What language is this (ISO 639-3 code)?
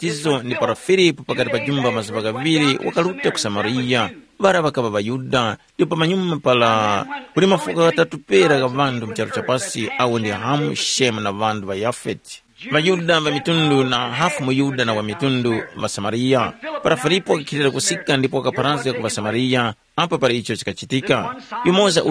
tum